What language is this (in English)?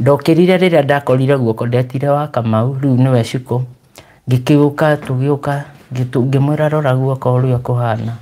Kikuyu